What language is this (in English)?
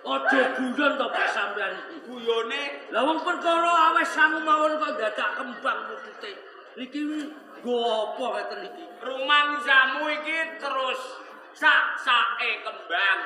Javanese